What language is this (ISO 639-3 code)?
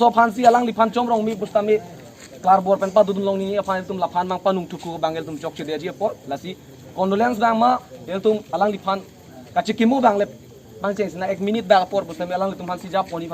mjw